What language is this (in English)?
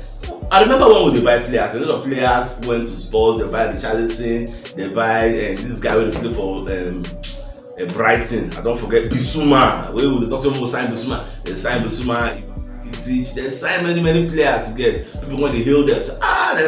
Nigerian Pidgin